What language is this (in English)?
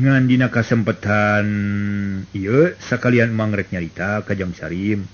Sundanese